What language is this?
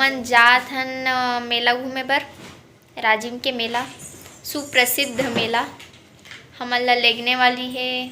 Chhattisgarhi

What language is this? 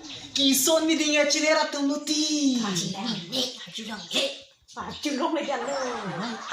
Karbi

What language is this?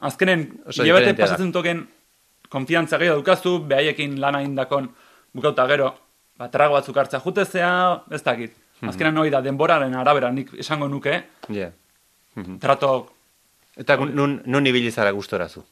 Basque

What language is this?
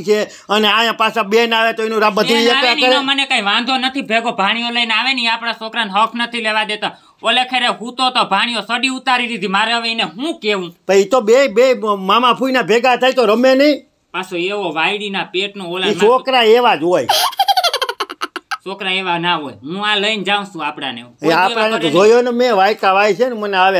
Gujarati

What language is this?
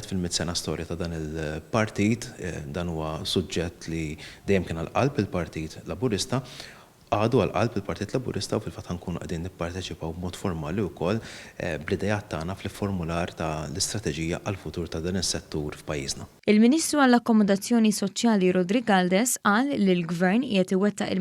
Maltese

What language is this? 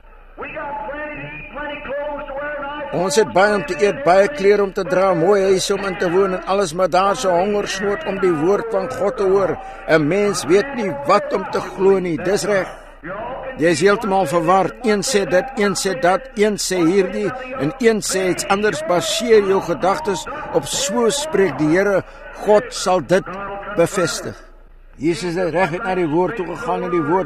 Afrikaans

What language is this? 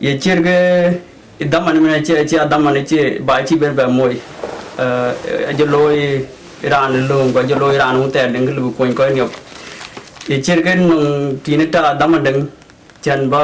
Dinka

